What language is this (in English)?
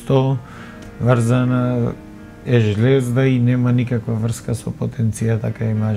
Macedonian